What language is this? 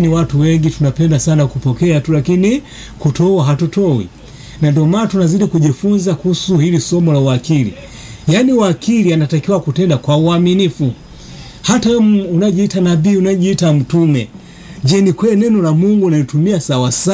Swahili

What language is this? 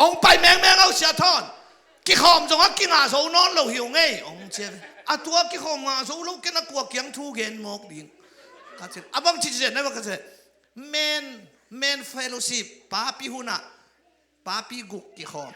Tedim Chin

